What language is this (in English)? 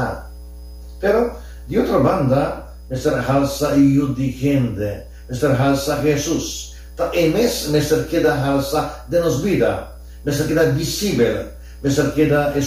Papiamento